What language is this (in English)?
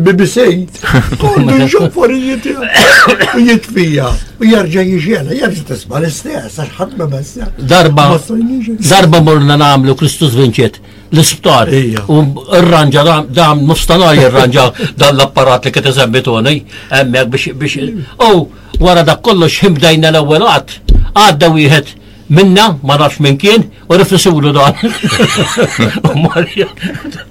Maltese